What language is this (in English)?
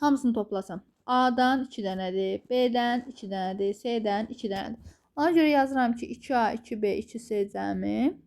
Azerbaijani